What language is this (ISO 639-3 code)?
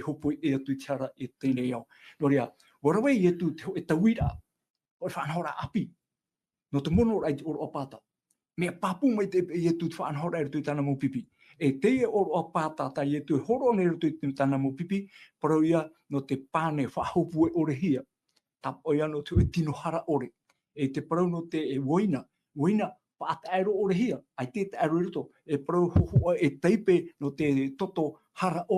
tah